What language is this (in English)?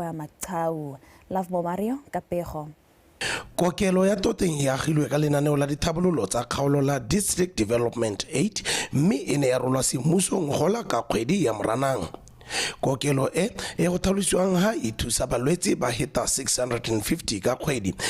Tswana